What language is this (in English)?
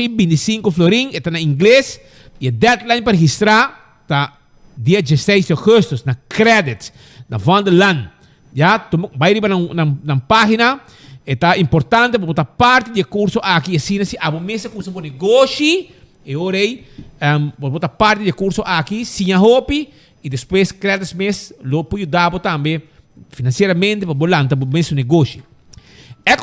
Papiamento